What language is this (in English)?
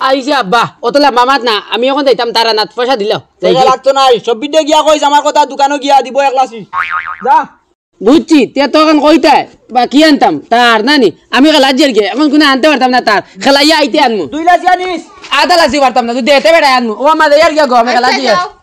Sylheti